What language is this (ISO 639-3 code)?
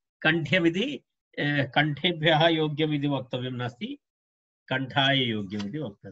san